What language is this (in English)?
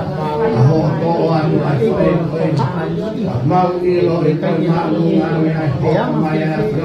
Tongan